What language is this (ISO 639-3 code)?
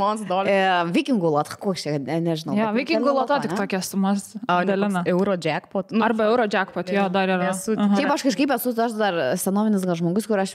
lit